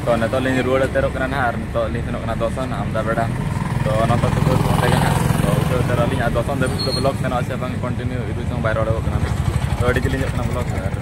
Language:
Santali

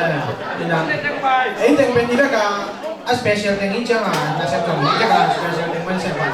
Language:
Tedim Chin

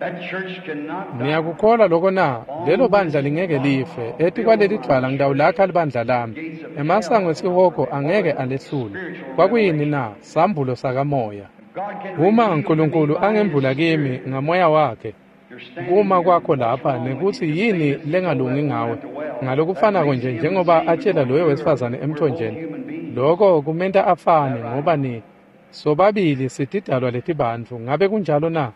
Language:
Swati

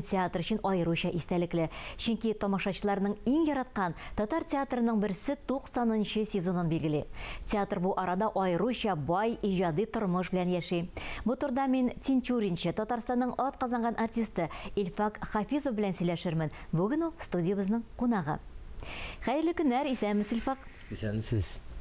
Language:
Tatar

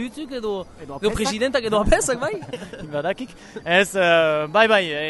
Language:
Basque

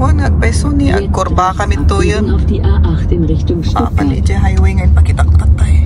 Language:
Iloko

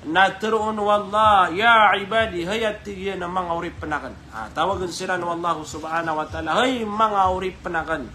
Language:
Maranao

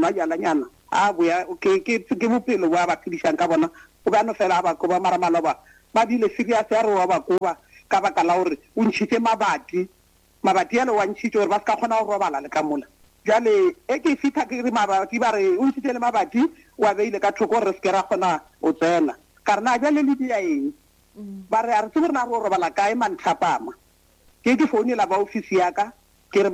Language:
Northern Sotho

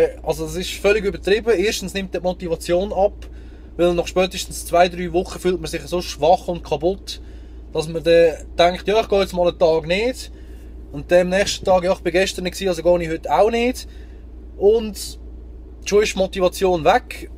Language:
Swiss German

